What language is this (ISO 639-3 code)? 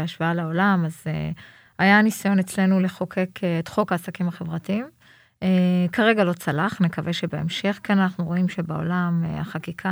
heb